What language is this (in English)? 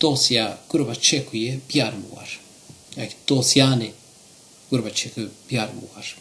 Zaza